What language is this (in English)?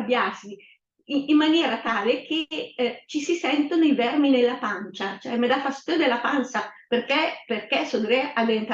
Lombard